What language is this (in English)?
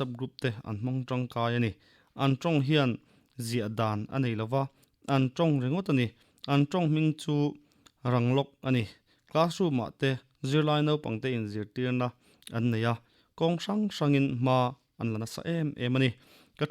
Mizo